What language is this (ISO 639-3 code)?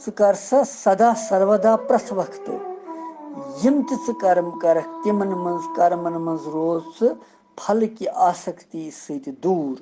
kas